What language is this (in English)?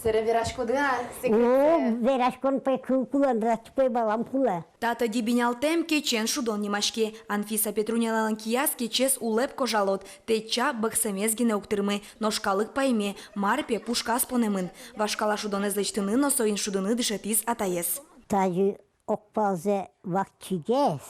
Udmurt